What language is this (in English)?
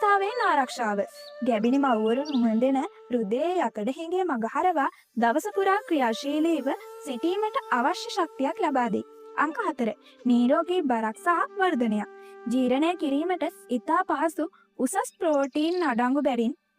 Sinhala